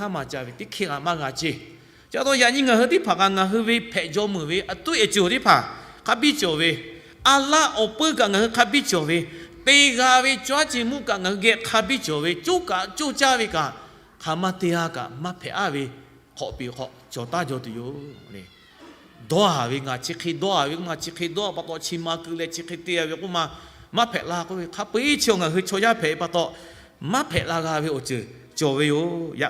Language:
Lahu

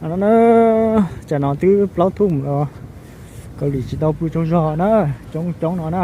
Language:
Hmong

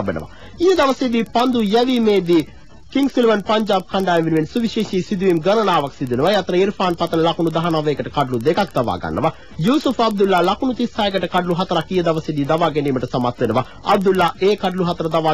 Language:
Sinhala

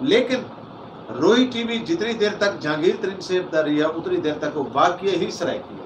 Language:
Saraiki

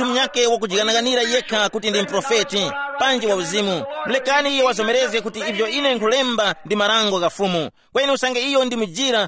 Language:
Tumbuka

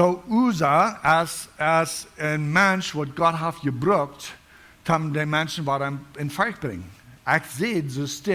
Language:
Plautdietsch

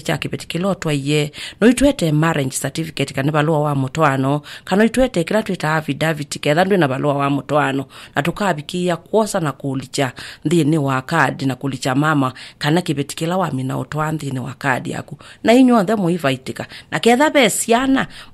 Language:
Kamba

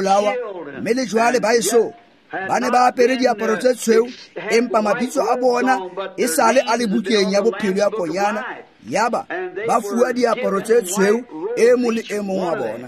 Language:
Tswana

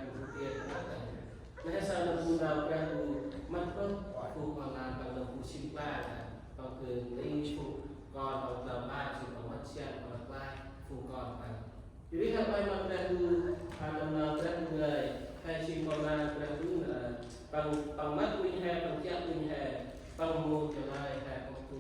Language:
Central Mnong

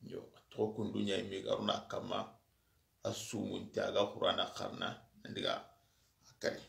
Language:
Soninke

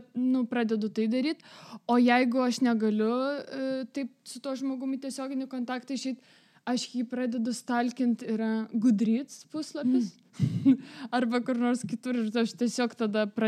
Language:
Lithuanian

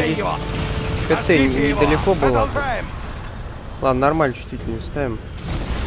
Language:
Russian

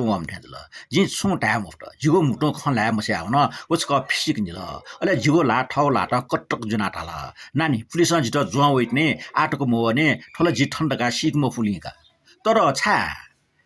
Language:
Newari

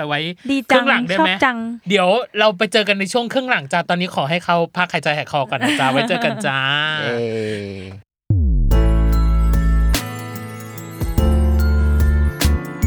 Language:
Thai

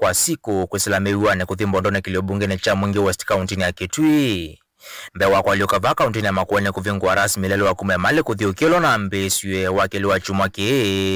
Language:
Kamba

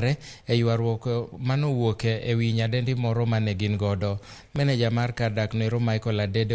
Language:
Luo (Kenya and Tanzania)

